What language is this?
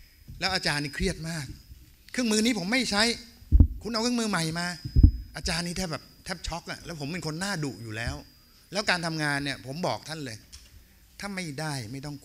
Thai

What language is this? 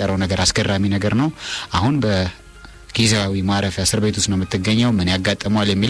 Amharic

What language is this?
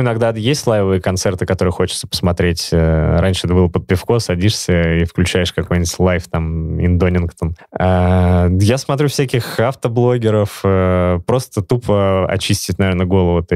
Russian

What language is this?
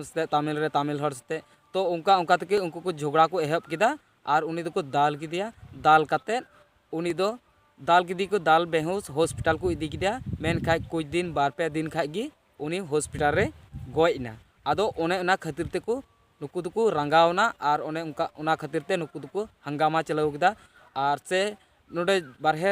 Santali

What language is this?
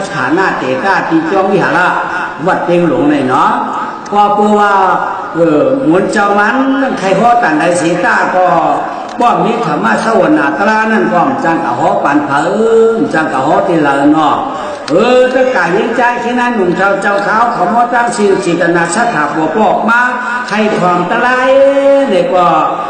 Shan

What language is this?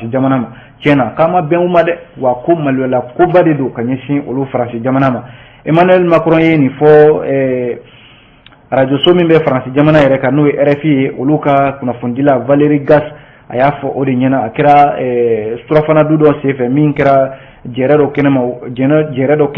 Bambara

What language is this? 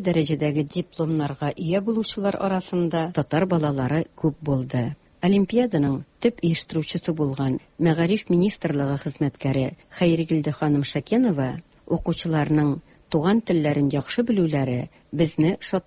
Tatar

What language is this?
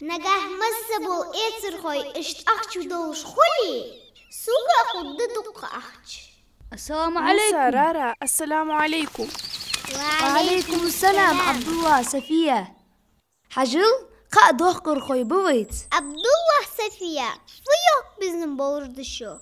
Ingush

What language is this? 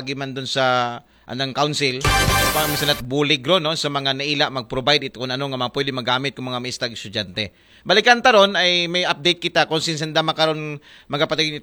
Aklanon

